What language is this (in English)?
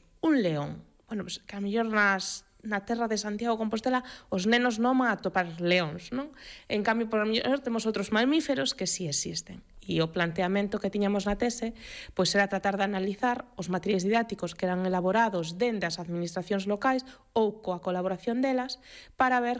Galician